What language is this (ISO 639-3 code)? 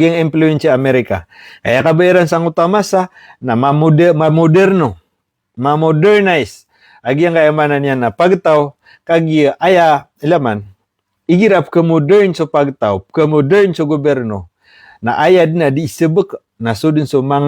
mrw